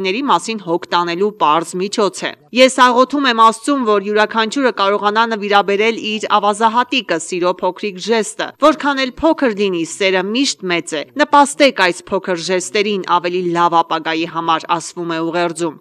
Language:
Armenian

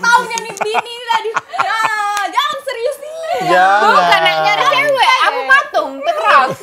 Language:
Musi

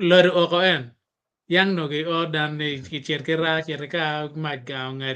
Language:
Acoli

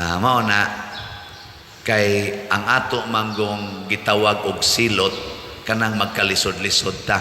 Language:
Cebuano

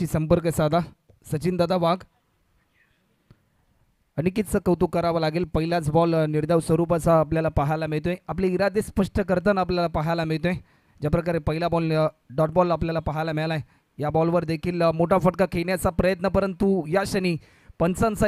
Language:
Marathi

